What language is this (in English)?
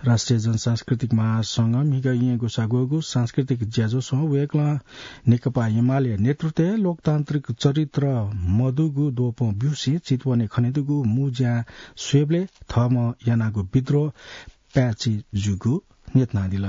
Newari